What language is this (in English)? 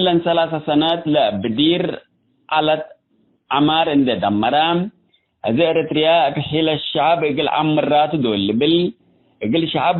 Tigre